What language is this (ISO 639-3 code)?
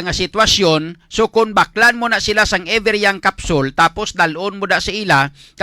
hil